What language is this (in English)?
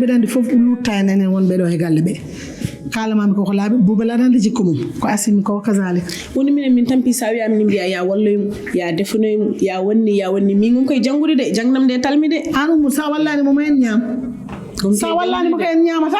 Fula